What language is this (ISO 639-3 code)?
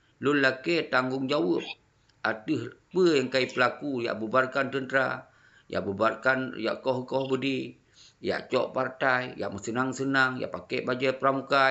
ace